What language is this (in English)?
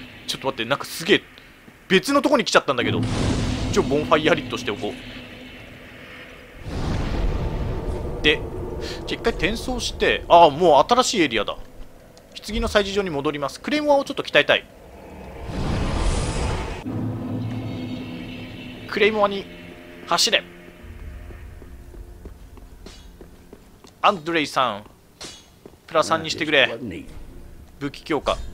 Japanese